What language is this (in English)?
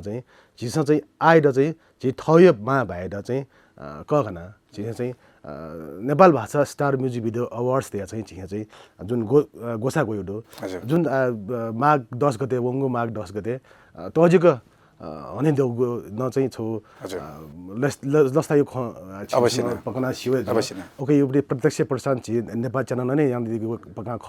Newari